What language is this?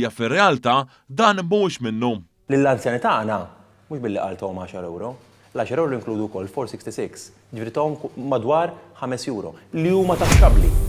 Maltese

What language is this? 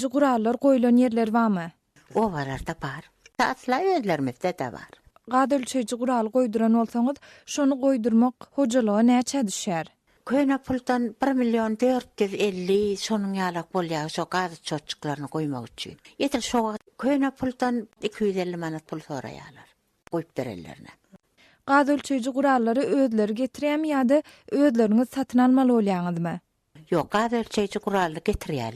Turkmen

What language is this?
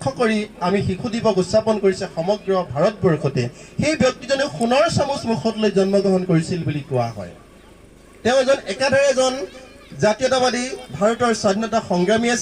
Assamese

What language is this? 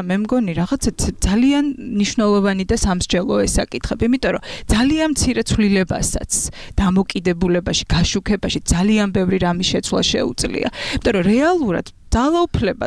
Georgian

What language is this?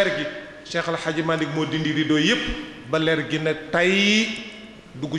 Wolof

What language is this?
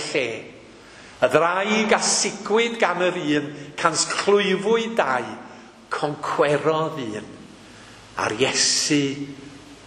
Welsh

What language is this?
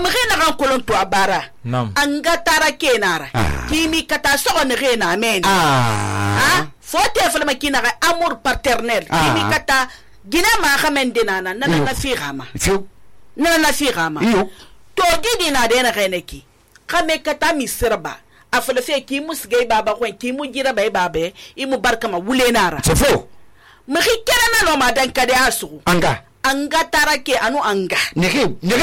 Susu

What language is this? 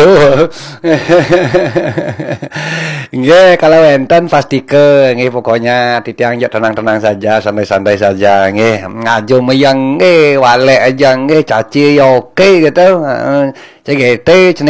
Balinese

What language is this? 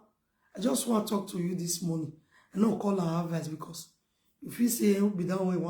Nigerian Pidgin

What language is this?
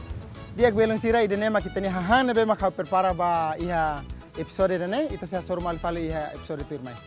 Tetum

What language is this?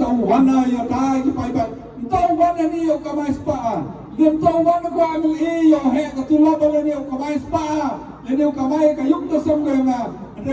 Khasi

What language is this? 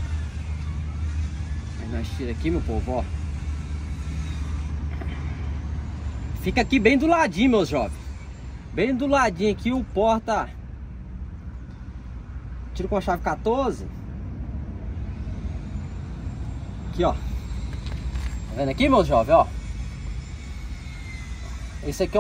Portuguese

